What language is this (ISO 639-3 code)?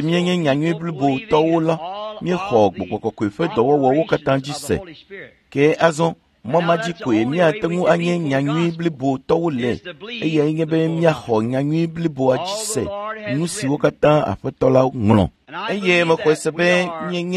ewe